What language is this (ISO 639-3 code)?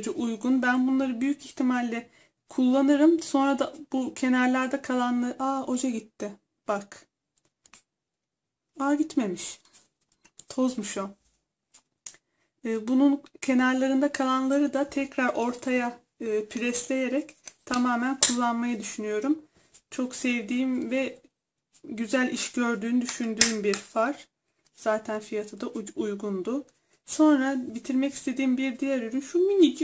tur